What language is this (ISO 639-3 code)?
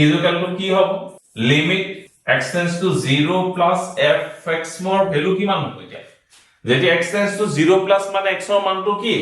asm